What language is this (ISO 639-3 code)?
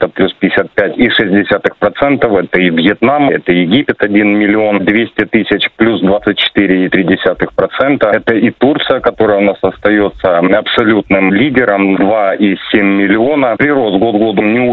rus